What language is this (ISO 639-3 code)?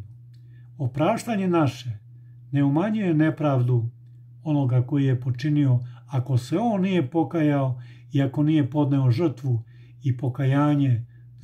srp